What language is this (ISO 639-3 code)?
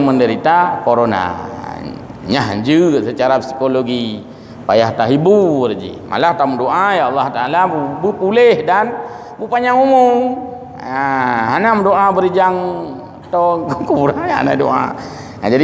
ace